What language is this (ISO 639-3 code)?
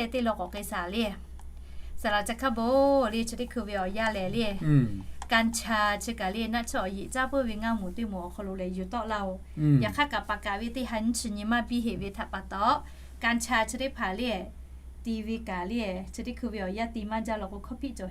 lhu